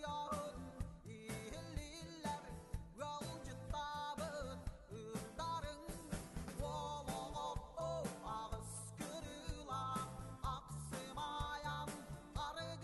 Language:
Yakut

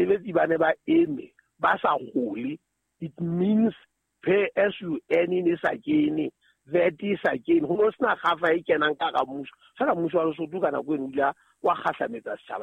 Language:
Southern Sotho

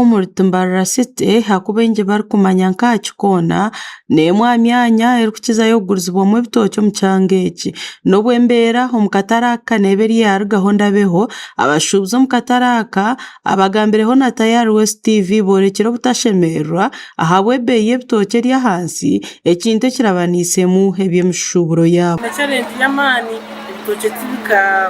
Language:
Nyankole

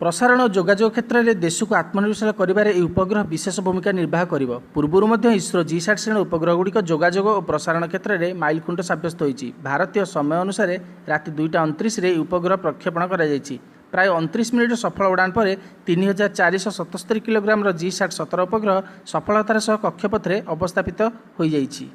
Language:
Odia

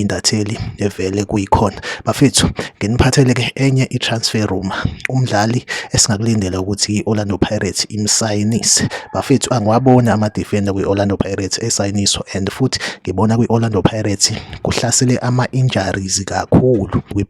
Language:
Zulu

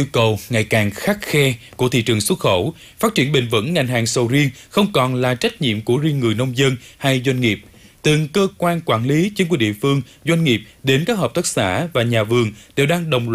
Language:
Vietnamese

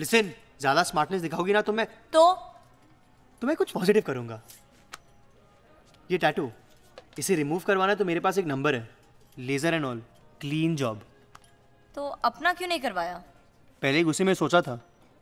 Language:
Hindi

